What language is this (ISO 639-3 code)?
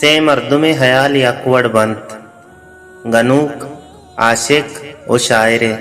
bal